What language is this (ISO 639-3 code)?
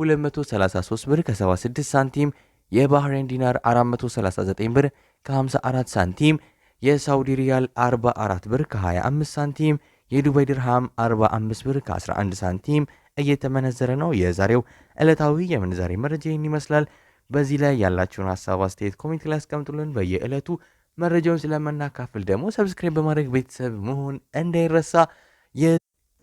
amh